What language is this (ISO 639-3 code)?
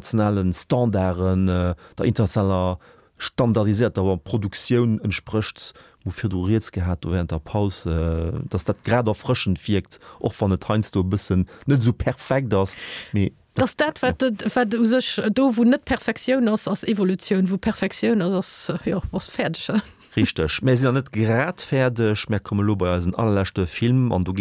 ltz